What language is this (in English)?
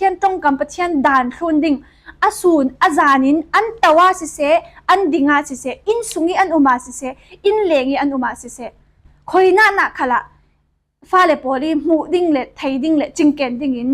Falam Chin